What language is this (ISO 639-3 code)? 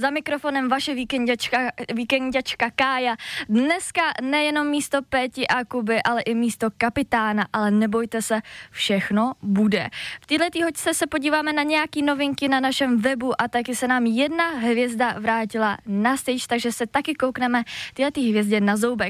ces